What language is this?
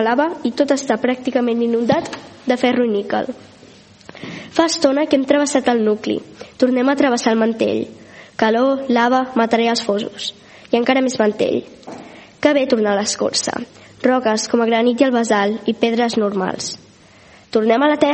Catalan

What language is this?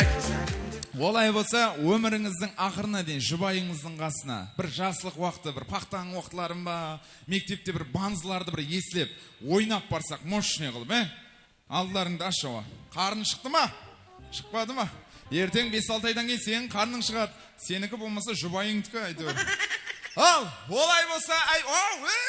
Kara-Kalpak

